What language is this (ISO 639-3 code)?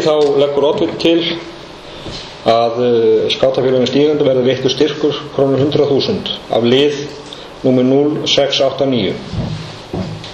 isl